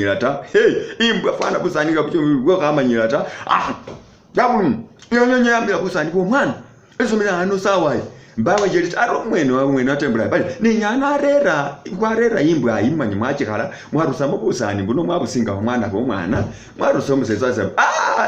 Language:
Masaaba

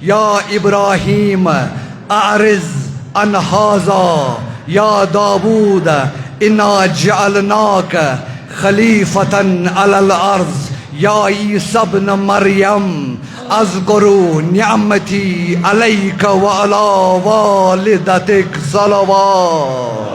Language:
Kashmiri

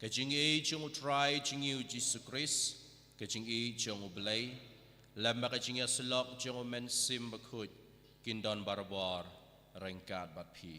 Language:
Khasi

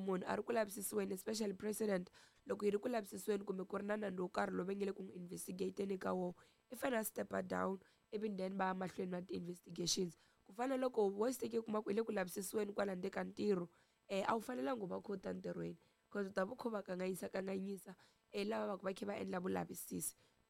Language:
Tsonga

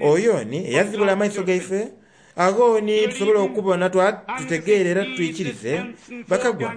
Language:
Soga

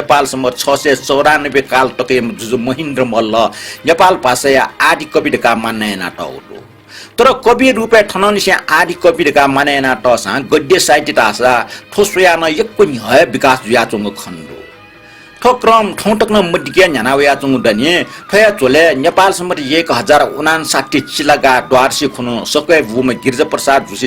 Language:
Newari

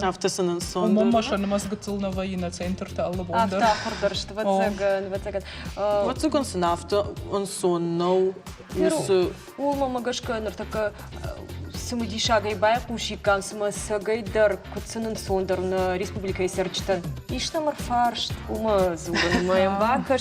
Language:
Ossetic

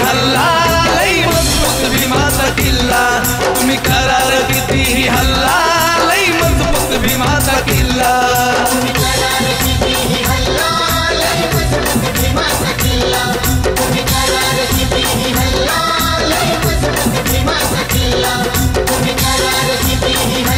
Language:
Marathi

